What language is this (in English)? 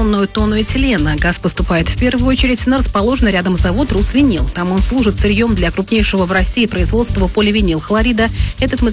Russian